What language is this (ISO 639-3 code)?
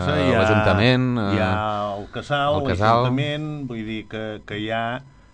cat